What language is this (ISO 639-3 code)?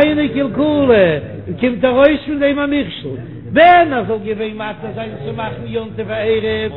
yid